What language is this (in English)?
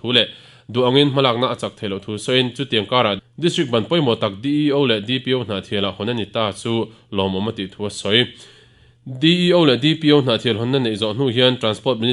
Mizo